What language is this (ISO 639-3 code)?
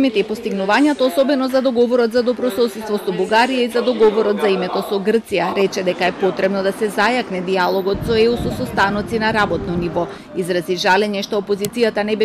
mkd